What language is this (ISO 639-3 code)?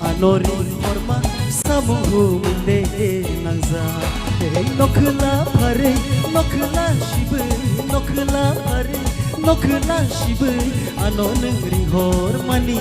trp